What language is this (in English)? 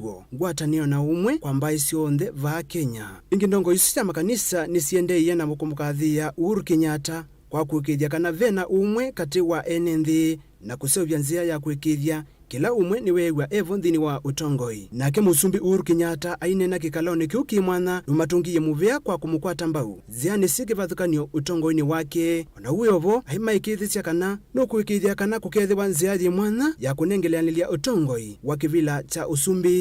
Kamba